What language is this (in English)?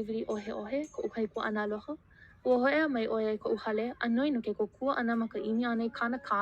Hawaiian